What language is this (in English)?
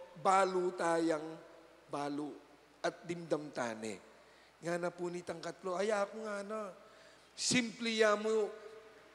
Pampanga